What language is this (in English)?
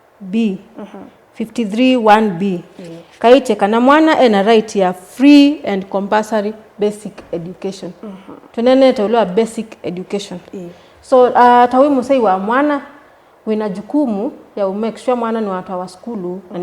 Kamba